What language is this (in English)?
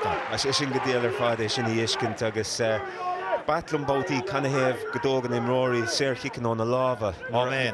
Irish